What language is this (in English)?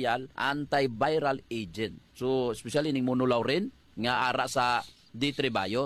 Hiligaynon